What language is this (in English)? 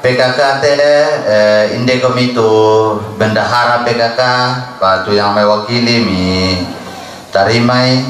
Toraja-Sa'dan